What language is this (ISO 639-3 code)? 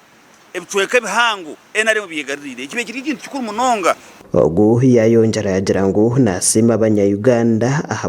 nyn